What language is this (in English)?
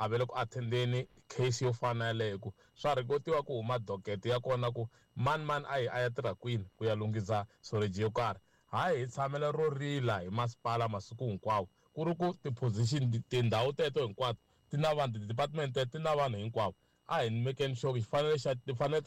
Tsonga